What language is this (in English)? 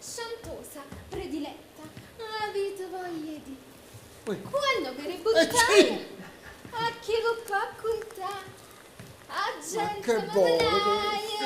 Neapolitan